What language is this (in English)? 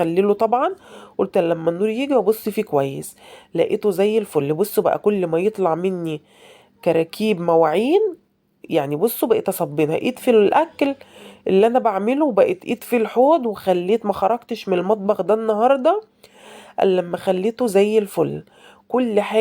Egyptian Arabic